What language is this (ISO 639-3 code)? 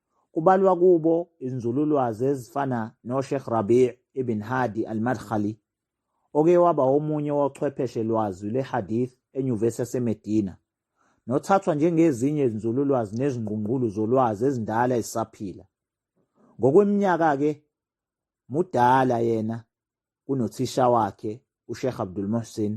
zul